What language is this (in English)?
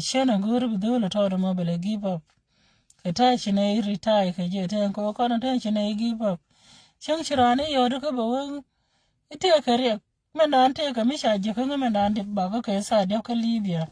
Nuer